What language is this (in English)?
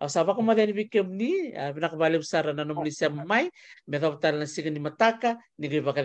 Fijian